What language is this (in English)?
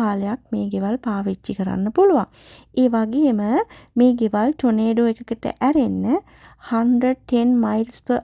Sinhala